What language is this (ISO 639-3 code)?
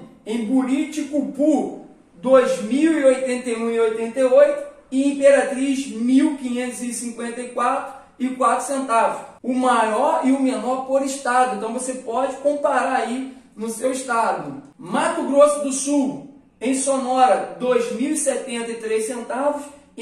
por